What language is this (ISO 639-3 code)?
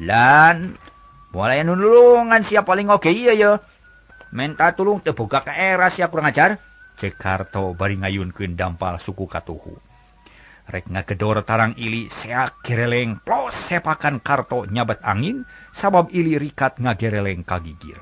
sun